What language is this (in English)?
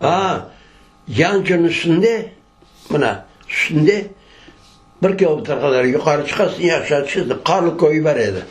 Crimean Tatar